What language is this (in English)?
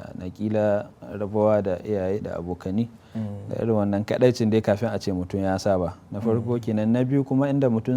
Hausa